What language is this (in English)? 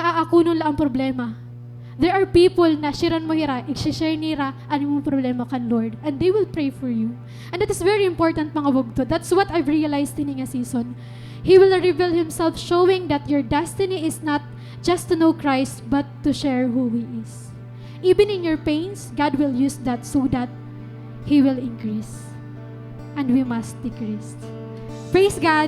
Waray